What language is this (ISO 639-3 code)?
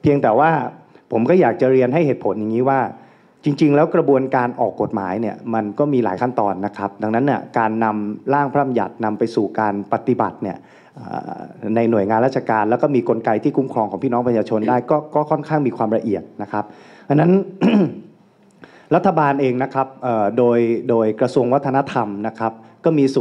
tha